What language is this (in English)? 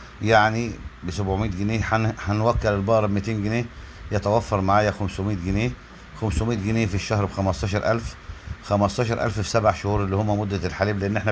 Egyptian Arabic